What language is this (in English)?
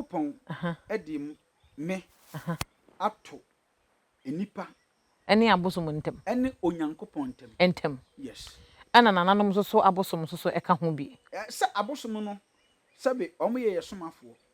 Akan